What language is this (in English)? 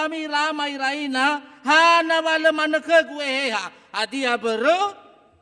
Nias